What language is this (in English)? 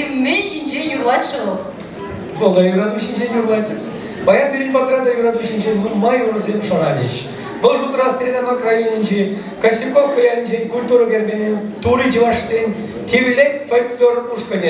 Chuvash